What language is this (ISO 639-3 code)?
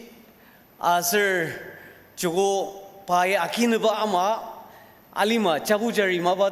njo